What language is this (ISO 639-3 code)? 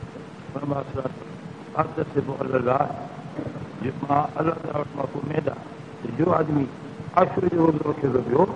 snd